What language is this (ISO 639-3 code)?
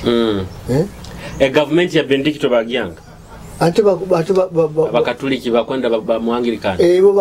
nyo